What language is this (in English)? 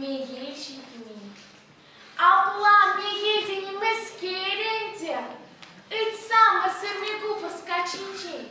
Chuvash